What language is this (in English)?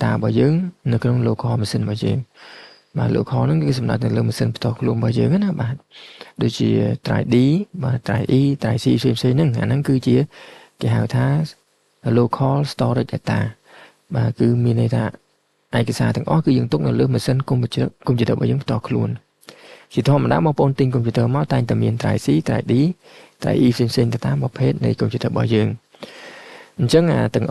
Khmer